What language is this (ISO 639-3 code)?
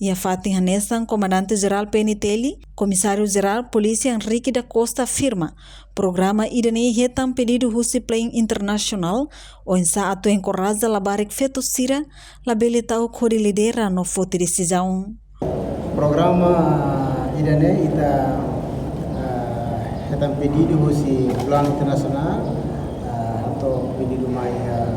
tet